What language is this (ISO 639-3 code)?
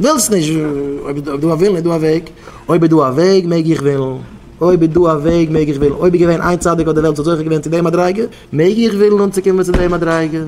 yid